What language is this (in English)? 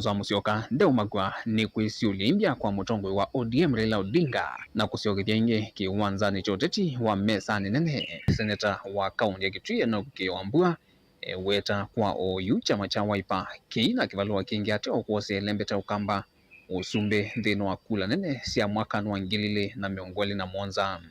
Kamba